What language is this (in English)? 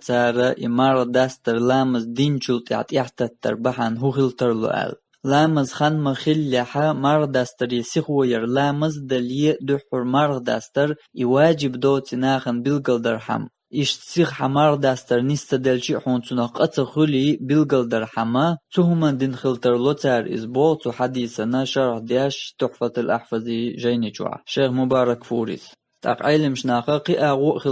Chechen